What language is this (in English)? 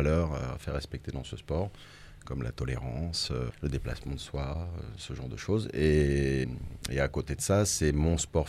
French